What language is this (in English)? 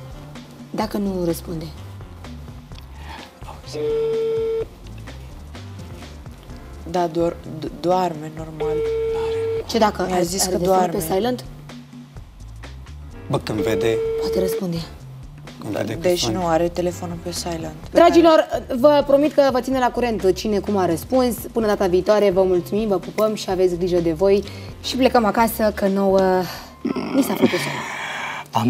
Romanian